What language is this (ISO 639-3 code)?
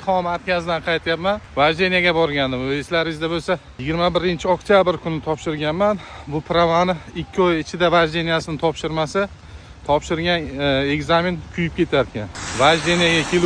uzb